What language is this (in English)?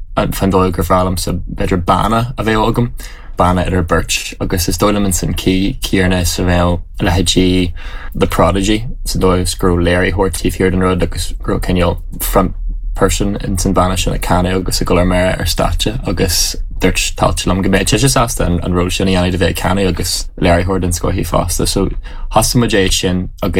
Irish